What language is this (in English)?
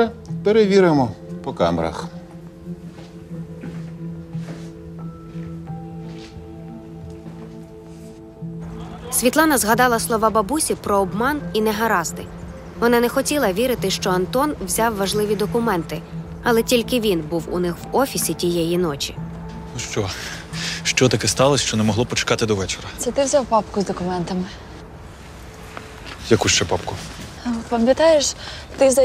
Ukrainian